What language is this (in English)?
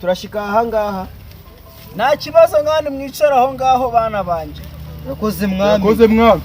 Kinyarwanda